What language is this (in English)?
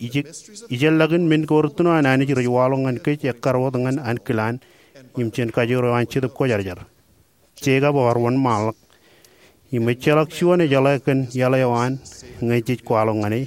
Marshallese